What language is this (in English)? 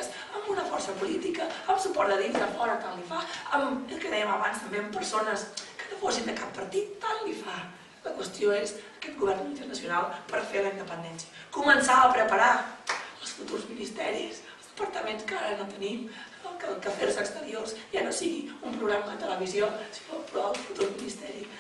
Catalan